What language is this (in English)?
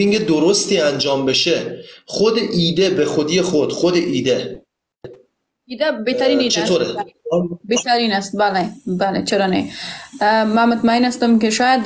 Persian